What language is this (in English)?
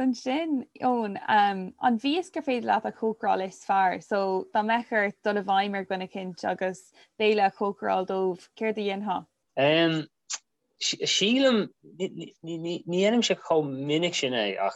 Irish